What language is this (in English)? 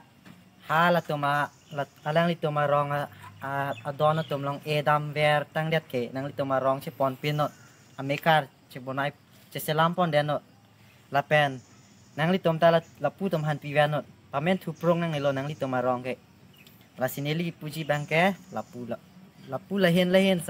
Karbi